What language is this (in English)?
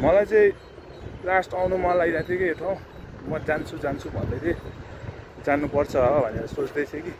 Nepali